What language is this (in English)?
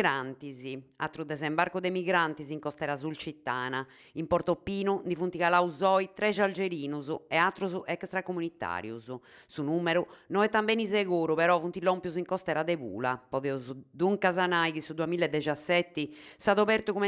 Sardinian